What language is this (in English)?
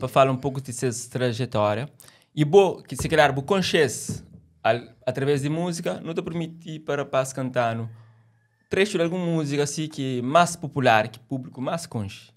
Kabuverdianu